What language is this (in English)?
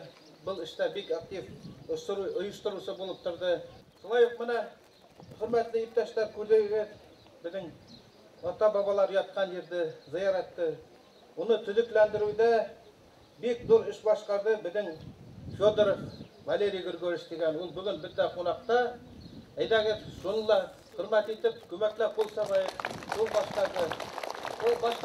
Bashkir